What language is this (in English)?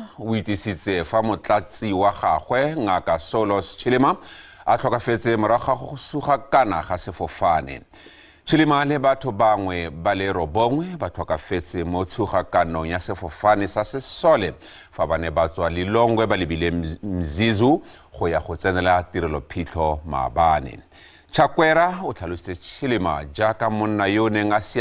Tswana